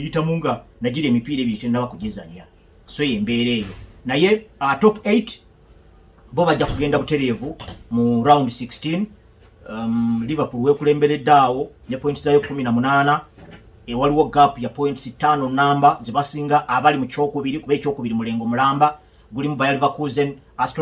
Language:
Ganda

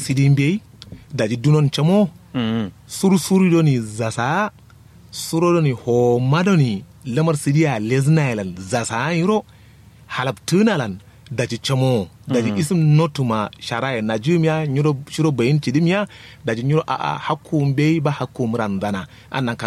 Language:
Kanuri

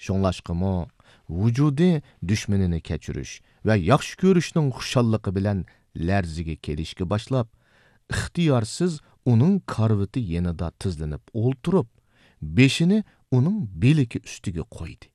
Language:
Uyghur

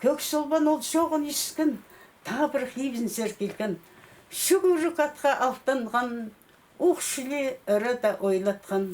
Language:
Khakas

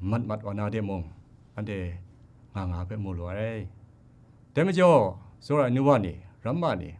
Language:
Kachin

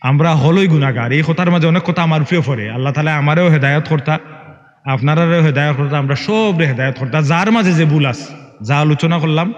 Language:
Sylheti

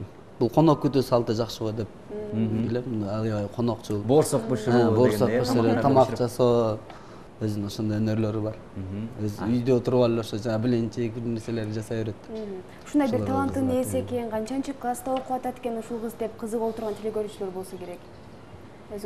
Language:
Kyrgyz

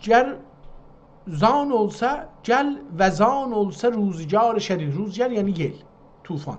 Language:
South Azerbaijani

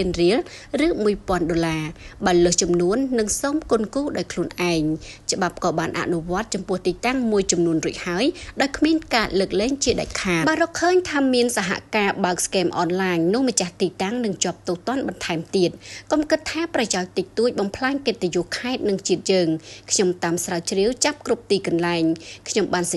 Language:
Khmer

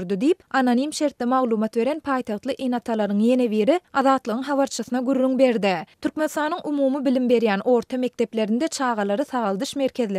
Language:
Turkmen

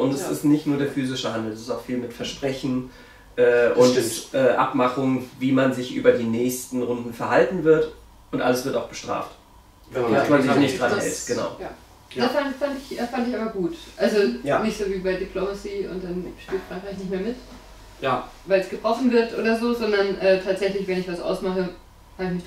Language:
German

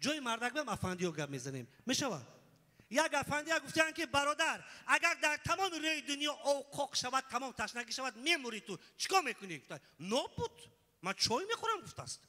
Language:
Tajik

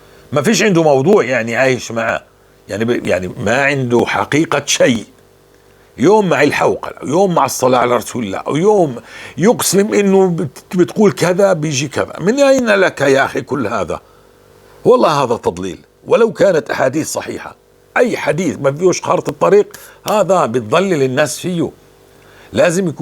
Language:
North Levantine Arabic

